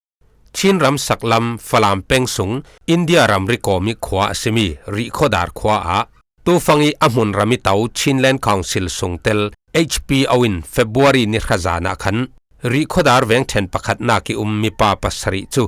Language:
Falam Chin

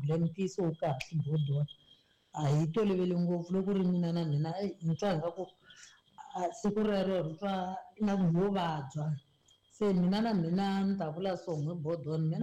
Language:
Tsonga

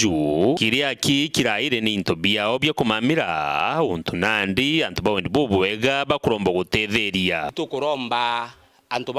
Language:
Meru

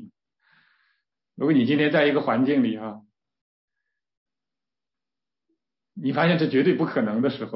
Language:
Chinese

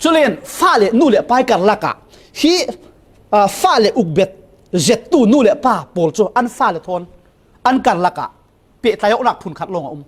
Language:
Falam Chin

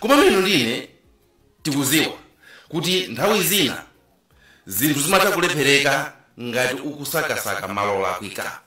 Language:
Nyanja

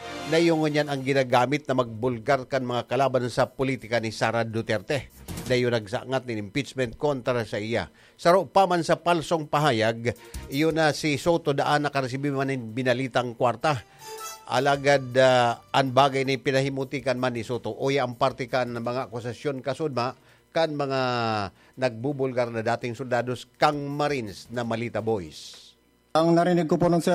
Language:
Bikol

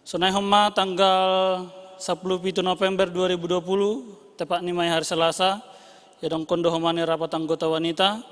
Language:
Batak Simalungun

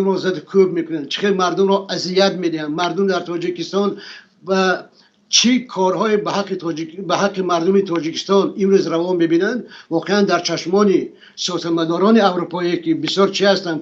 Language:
Tajik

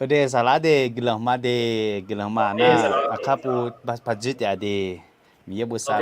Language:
Akha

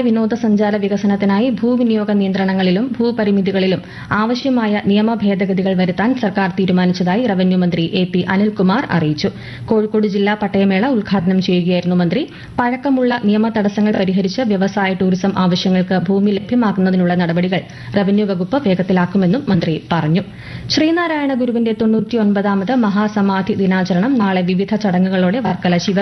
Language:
Malayalam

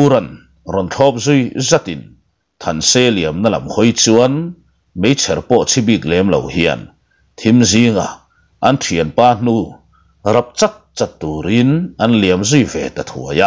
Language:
Mizo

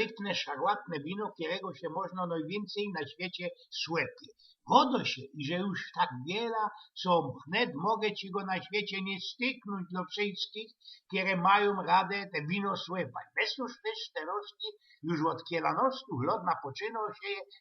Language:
Silesian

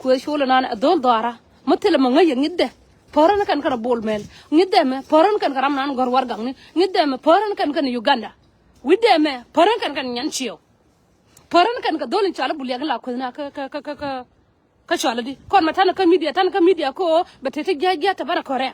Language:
Nuer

